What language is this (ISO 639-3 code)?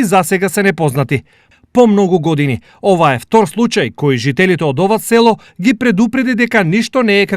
mkd